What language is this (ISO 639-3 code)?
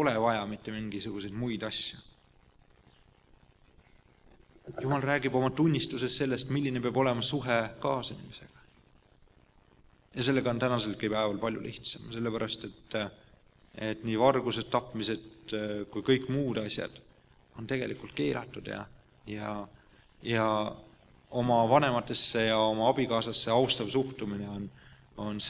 est